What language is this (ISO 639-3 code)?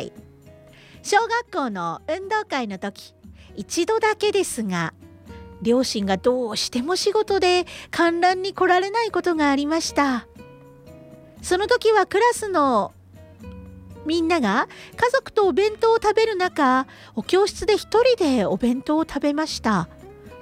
jpn